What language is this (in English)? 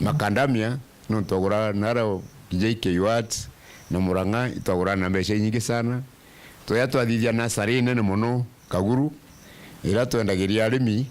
Meru